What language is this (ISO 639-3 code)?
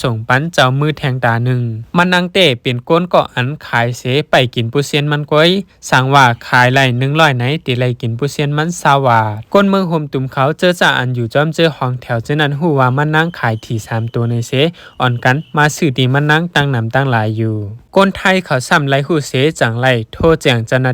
shn